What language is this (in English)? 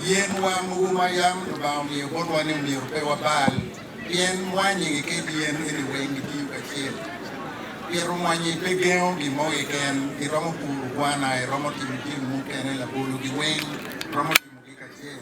Acoli